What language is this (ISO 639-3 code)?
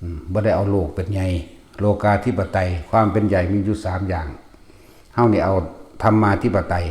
tts